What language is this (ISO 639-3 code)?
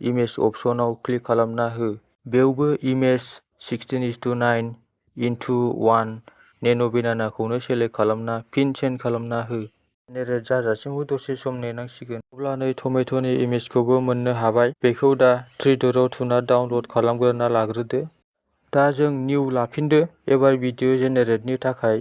brx